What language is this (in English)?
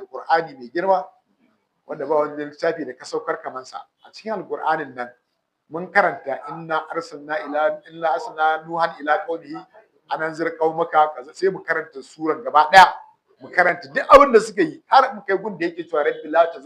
Hausa